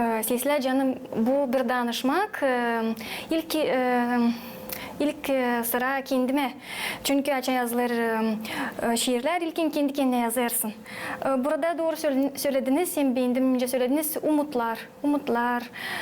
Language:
Gagauz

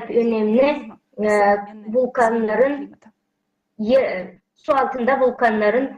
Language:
Gagauz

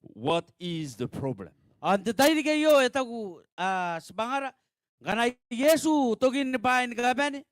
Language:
Gilbertese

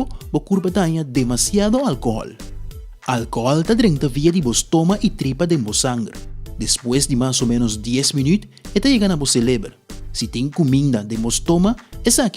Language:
Papiamento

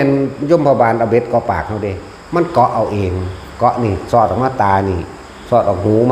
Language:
Northeastern Thai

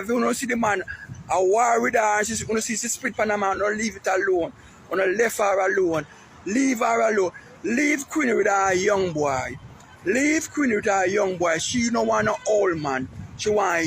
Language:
Jamaican Creole English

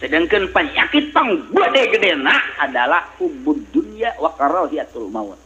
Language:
Sundanese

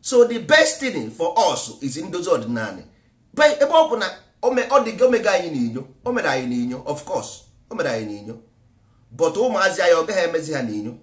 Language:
Igbo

